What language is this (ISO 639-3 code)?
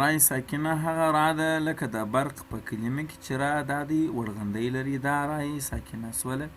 pus